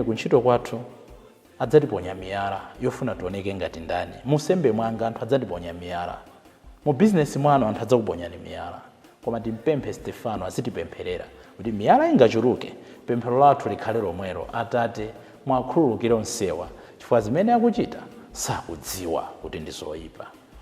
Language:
Nyanja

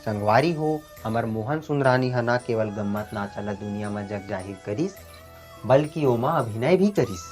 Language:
Chhattisgarhi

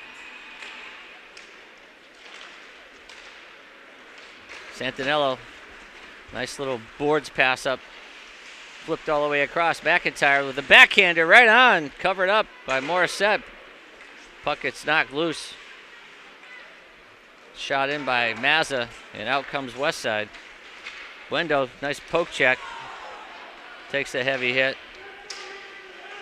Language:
English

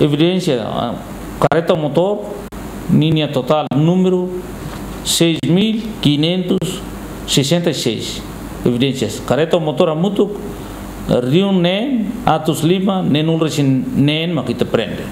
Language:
Tetum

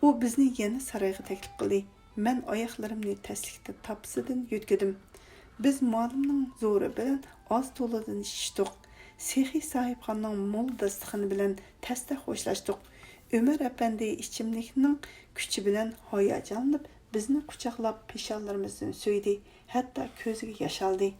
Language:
Uyghur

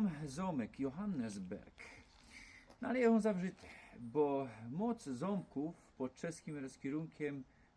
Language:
Silesian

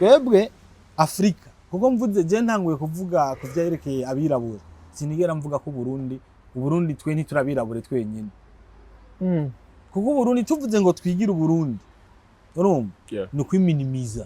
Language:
Rundi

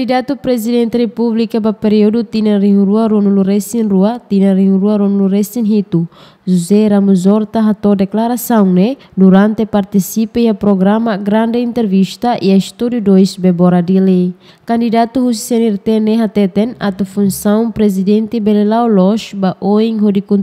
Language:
Tetum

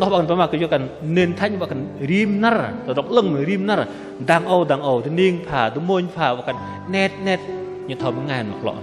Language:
Bahnar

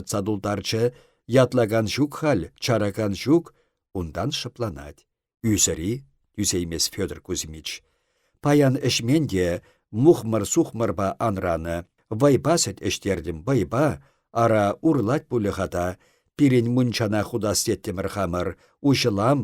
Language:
Chuvash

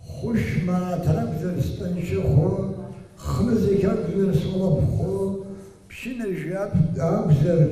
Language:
Abkhazian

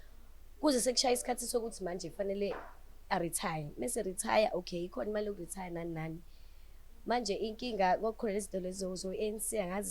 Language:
Zulu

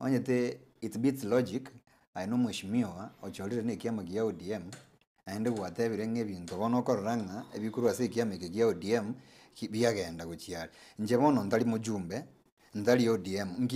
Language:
Gusii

